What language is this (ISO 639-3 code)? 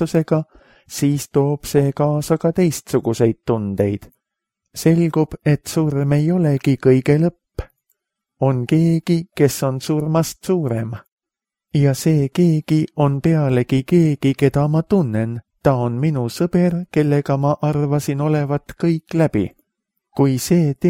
est